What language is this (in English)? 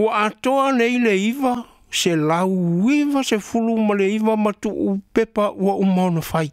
Samoan